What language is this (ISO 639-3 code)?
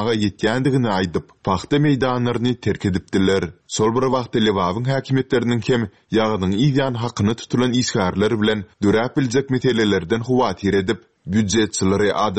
tuk